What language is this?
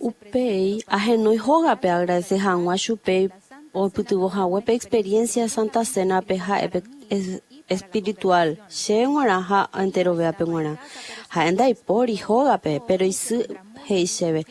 Guarani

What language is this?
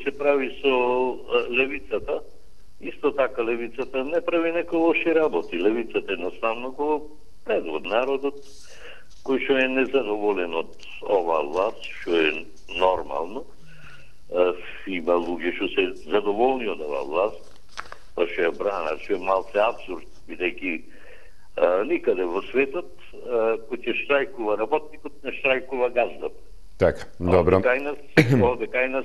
Macedonian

